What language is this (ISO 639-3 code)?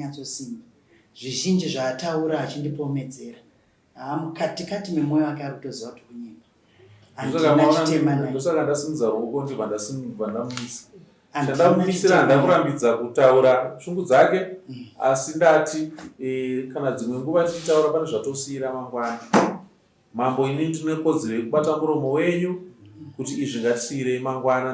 sna